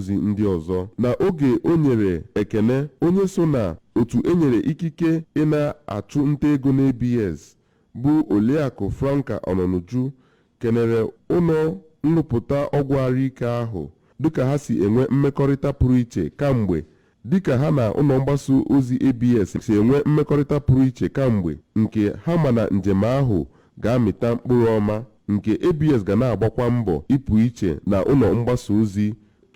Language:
Igbo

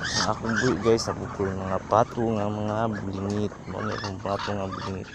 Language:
Cebuano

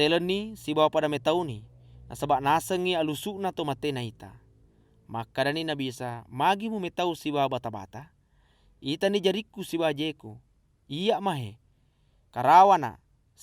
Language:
Buginese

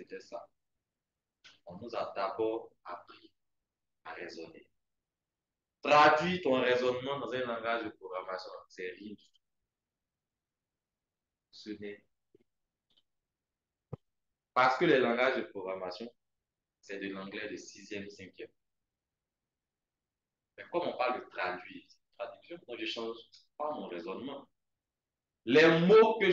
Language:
French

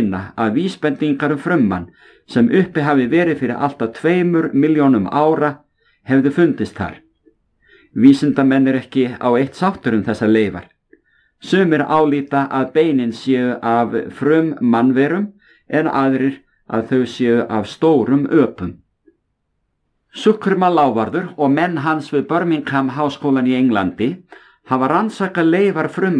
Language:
Icelandic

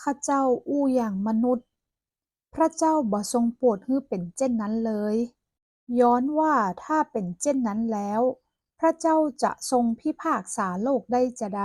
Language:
Northern Thai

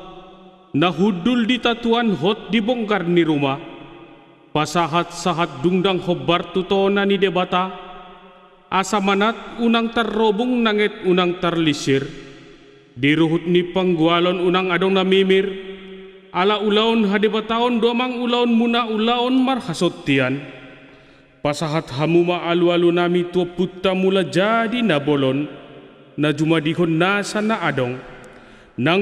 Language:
Batak Toba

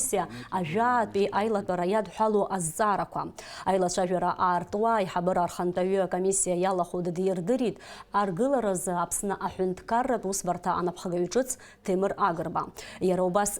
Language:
Abkhazian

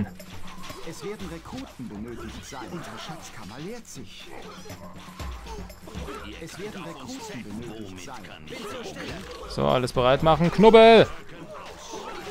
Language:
German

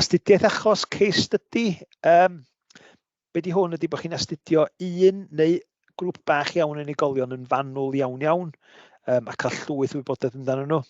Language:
Welsh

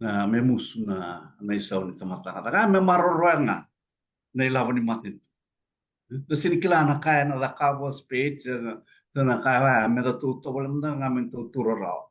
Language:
Fijian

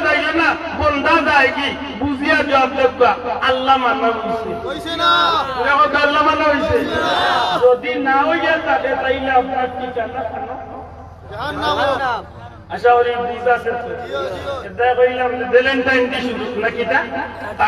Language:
Sylheti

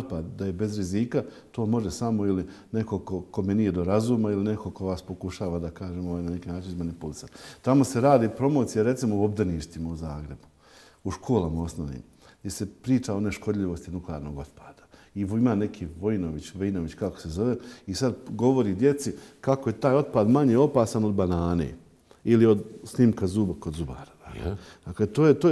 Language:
Bosnian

